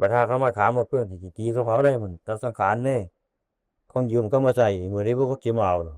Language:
Northeastern Thai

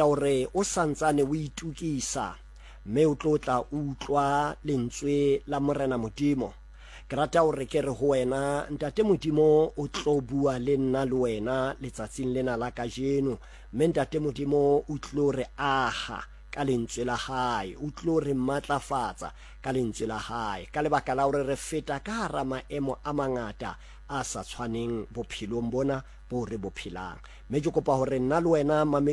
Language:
Southern Sotho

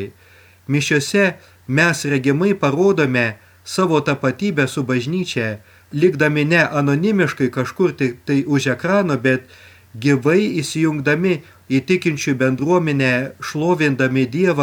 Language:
Lithuanian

